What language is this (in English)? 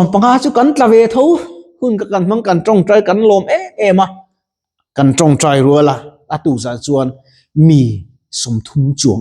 Mizo